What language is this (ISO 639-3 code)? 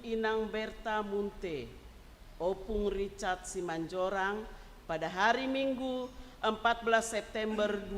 bts